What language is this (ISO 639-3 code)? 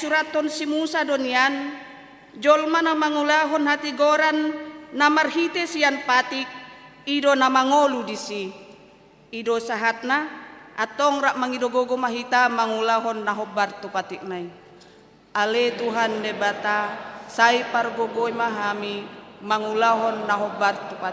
bbc